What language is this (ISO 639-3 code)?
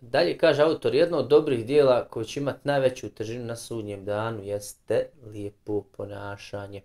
bos